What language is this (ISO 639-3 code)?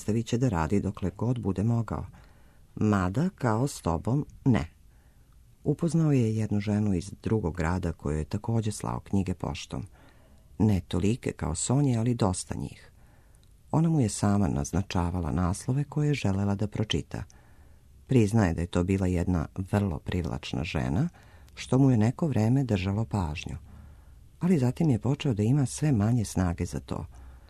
srp